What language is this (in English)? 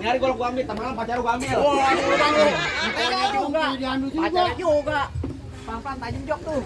Betawi